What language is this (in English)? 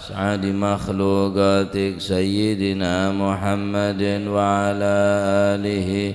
Madurese